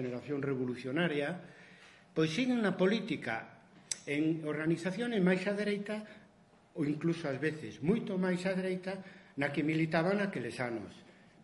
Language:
Galician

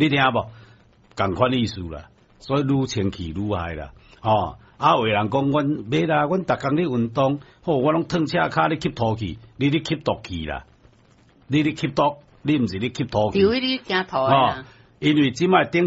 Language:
Min Nan Chinese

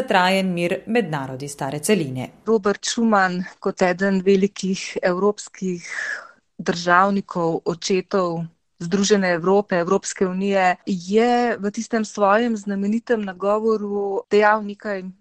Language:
Slovenian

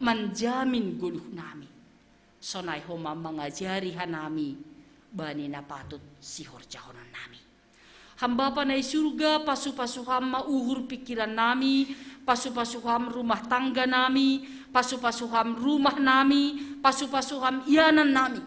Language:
Batak Simalungun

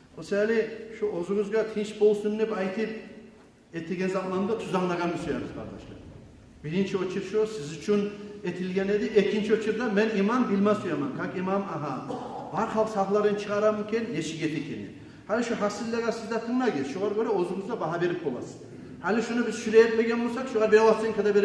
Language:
Kumyk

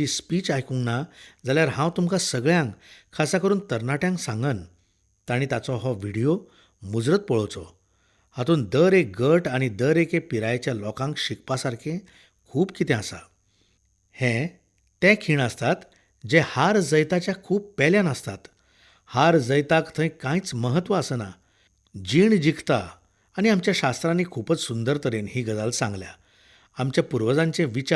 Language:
Konkani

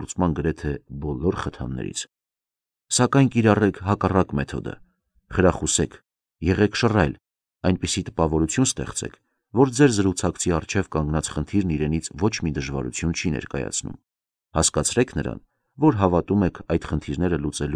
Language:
Armenian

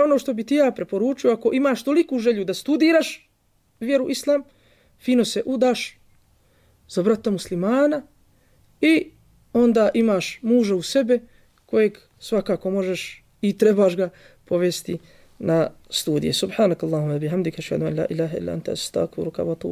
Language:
Bosnian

